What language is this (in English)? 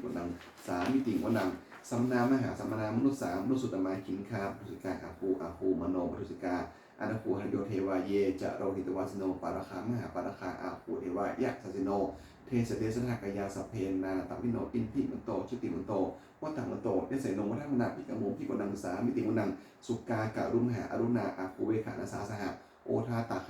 Pali